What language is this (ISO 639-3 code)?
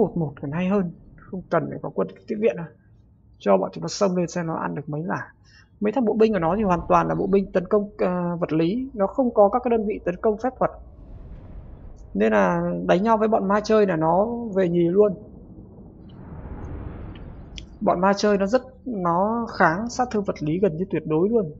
vie